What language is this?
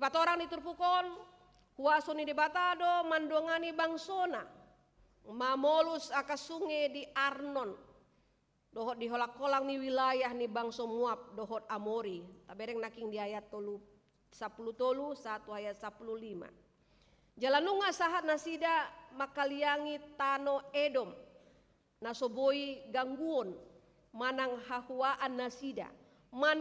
Batak Toba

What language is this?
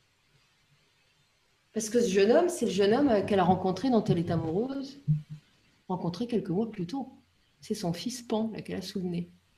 French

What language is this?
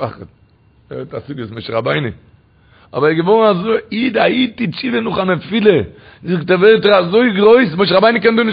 Yiddish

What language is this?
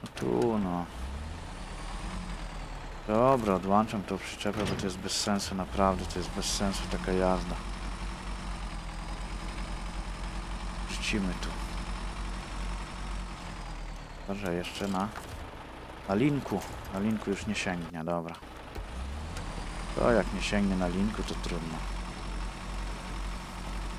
Polish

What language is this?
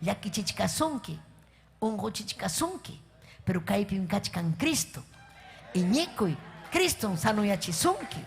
Ayacucho Quechua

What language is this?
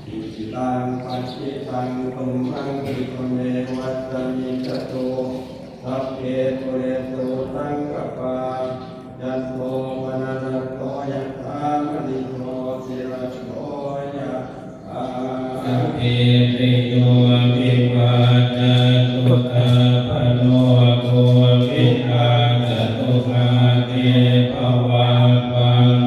Pali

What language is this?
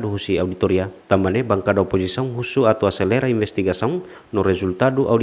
Tetum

